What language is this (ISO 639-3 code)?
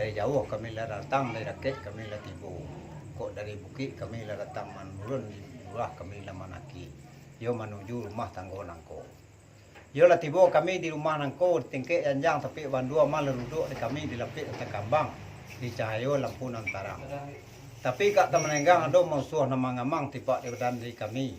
min